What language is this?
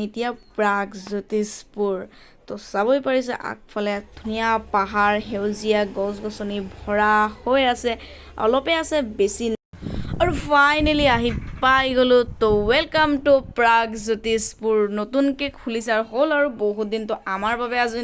Assamese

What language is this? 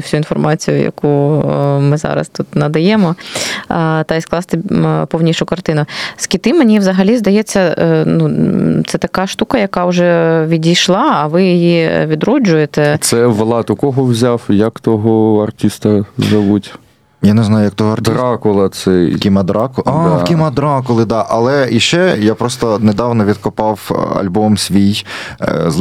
Ukrainian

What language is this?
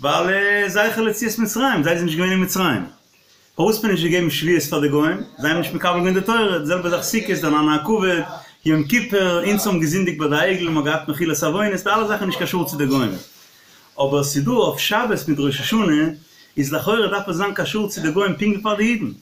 Yiddish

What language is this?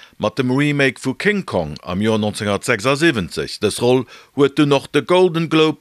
Luxembourgish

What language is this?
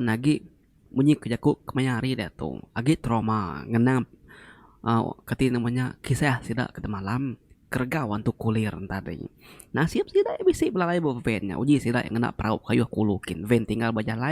Iban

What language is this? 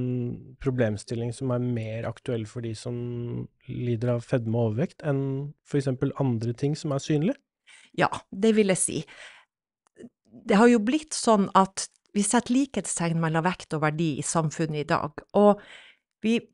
Norwegian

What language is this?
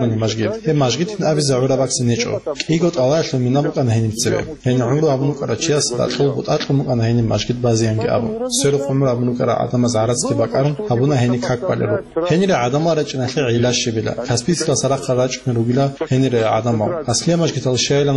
Avaric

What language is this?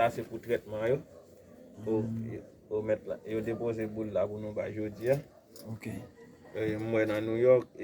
Haitian Creole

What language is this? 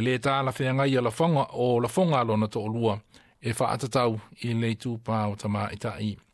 Samoan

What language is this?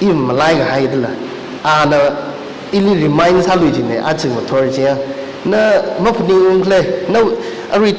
Tangkhul Naga (India)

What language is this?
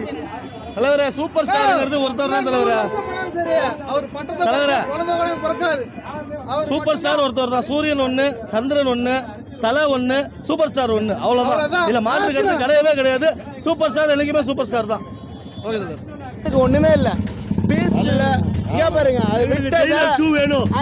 Tamil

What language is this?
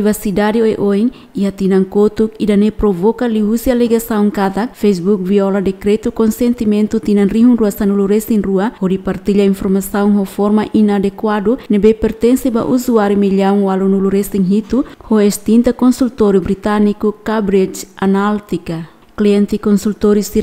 Tetum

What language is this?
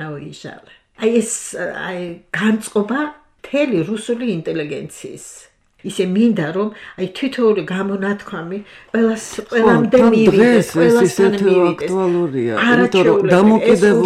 Georgian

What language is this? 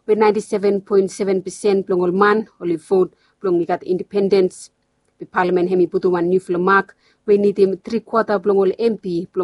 Bislama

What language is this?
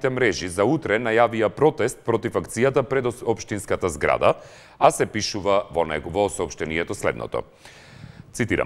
Macedonian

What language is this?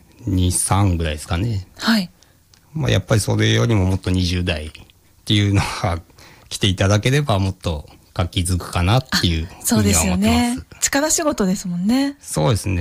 Japanese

